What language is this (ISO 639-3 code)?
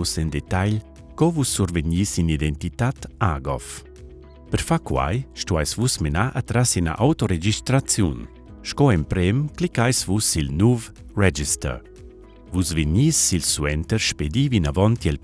roh